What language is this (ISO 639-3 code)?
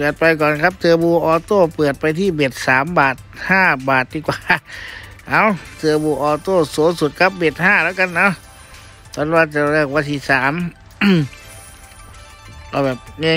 tha